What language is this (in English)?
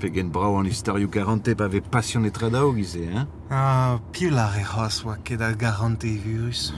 Breton